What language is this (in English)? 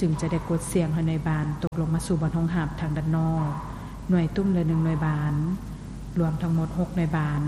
Lao